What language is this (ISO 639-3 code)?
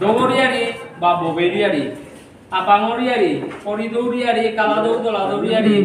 bpy